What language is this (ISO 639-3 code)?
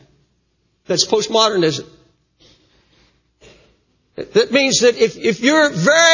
eng